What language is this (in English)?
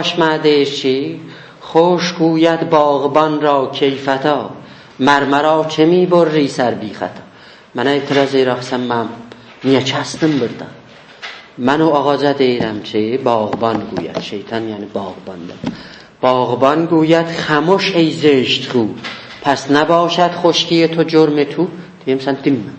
South Azerbaijani